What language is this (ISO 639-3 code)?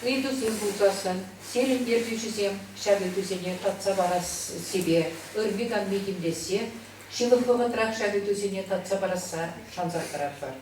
chv